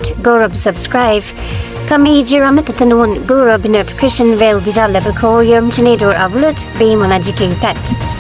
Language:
Nuer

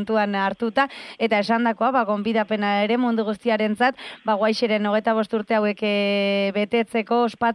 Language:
Basque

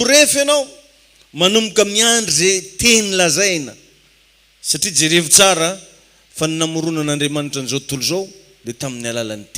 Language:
Malagasy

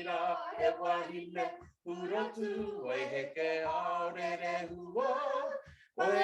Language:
Māori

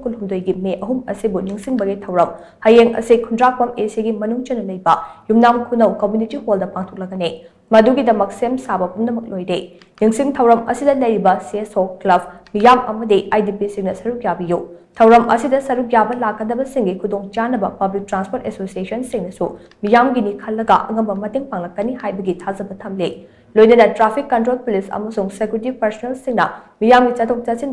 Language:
Manipuri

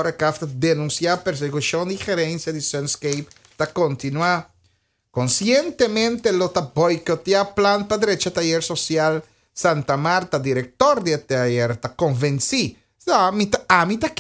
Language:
Papiamento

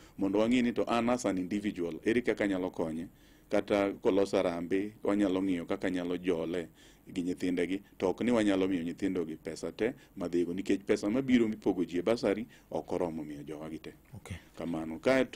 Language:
Luo (Kenya and Tanzania)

